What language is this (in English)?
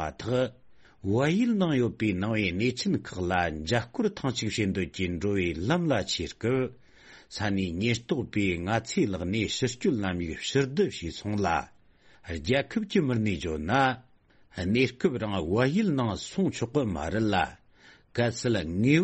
Tibetan